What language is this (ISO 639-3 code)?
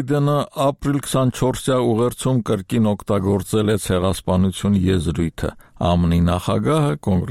hye